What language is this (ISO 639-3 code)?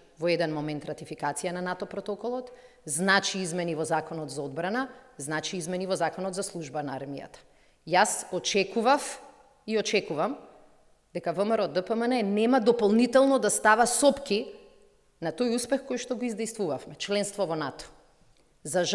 mkd